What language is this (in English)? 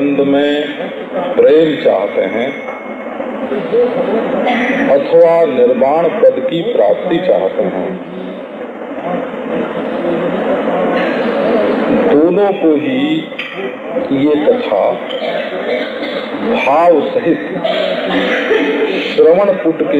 Hindi